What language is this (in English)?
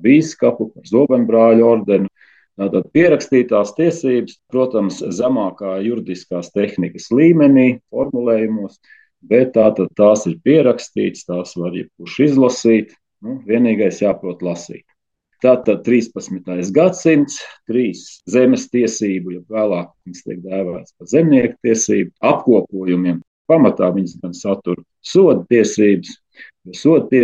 Latvian